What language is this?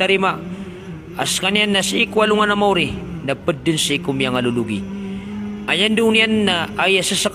Maranao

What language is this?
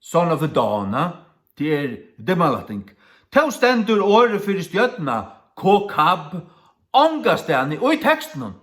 Faroese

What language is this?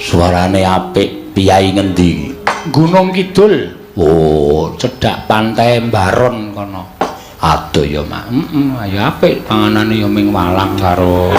Javanese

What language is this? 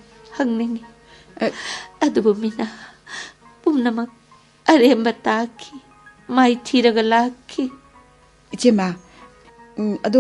Manipuri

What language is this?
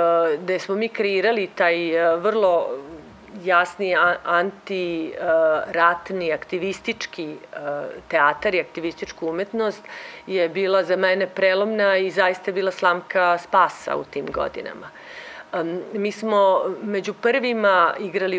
Serbian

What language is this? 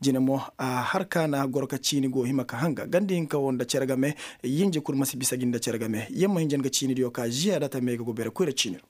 Koyraboro Senni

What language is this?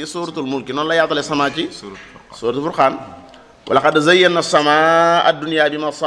Wolof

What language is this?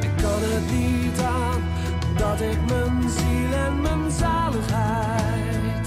Western Frisian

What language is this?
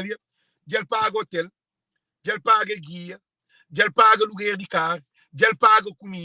Kabuverdianu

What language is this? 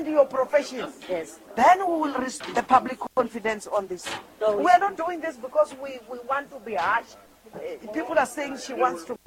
Northern Sotho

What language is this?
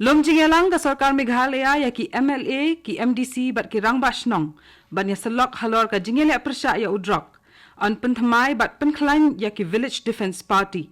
Khasi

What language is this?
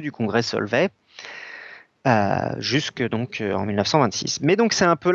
French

